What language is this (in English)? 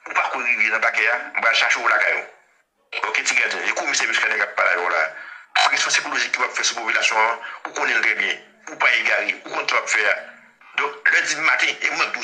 Haitian Creole